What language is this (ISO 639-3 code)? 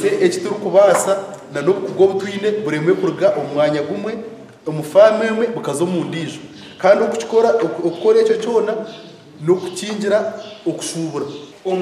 nyn